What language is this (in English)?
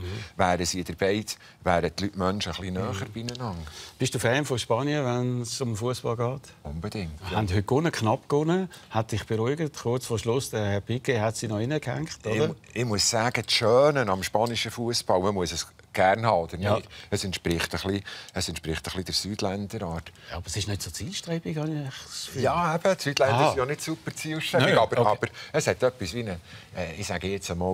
Swiss German